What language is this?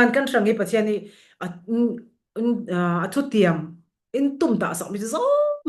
Falam Chin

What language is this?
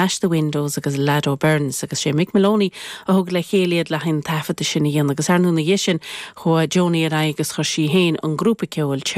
Irish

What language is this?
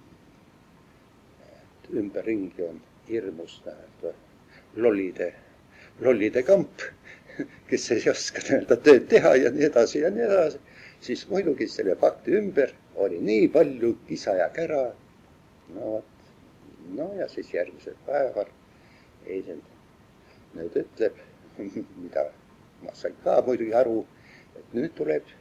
Estonian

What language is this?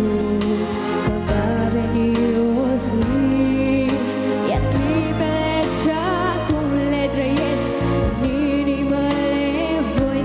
Romanian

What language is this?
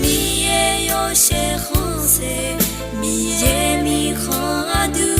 Akha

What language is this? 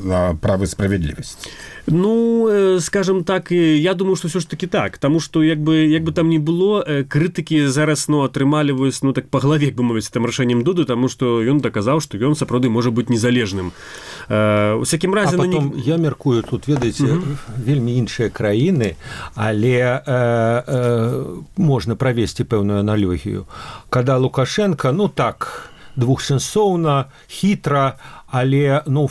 Belarusian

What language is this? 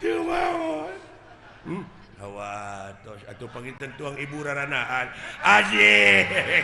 Sundanese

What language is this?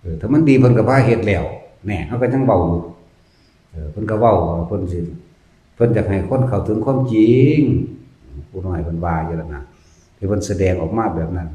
Northeastern Thai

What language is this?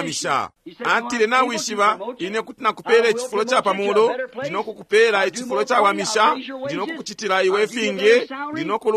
Bemba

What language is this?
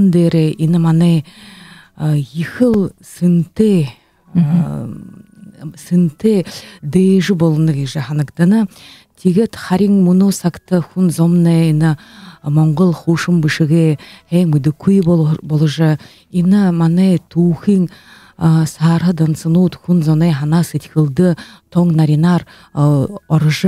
Buriat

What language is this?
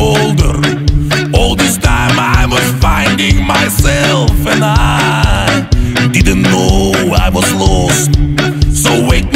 English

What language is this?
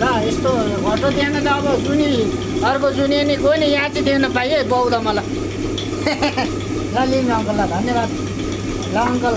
Nepali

